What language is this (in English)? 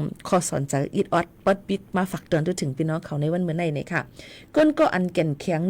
Shan